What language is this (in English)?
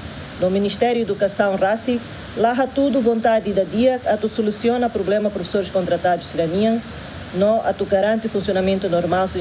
Tetum